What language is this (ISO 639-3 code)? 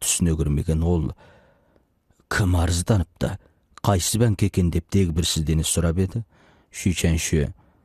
kaz